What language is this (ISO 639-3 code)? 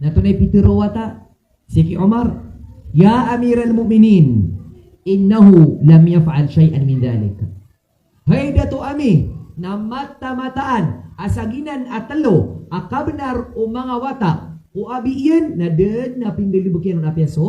mrw